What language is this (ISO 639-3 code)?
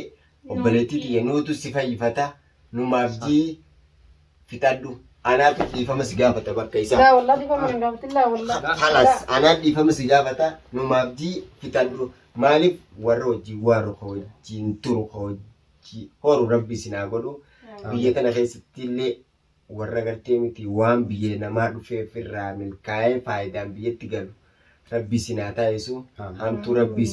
orm